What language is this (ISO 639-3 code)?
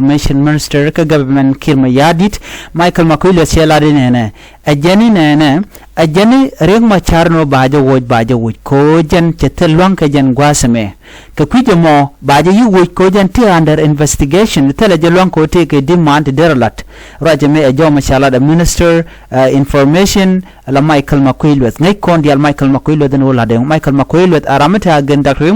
nus